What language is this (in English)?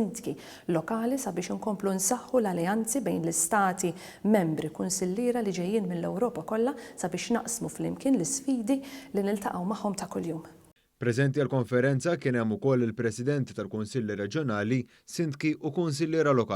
Maltese